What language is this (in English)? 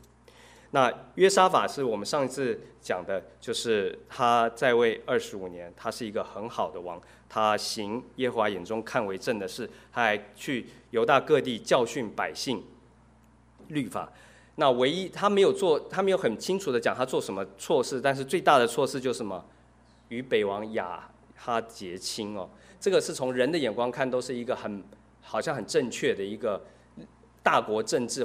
Chinese